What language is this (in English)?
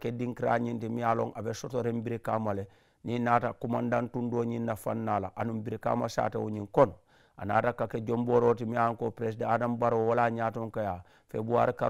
Mandingo